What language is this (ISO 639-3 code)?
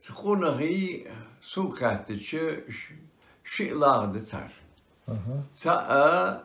inh